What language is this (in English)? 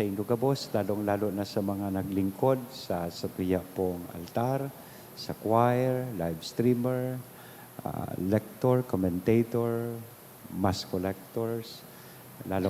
Bikol